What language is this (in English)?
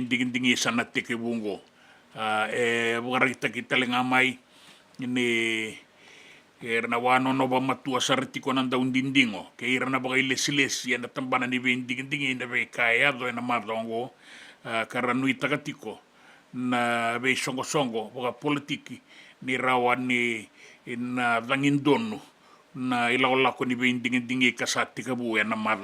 Fijian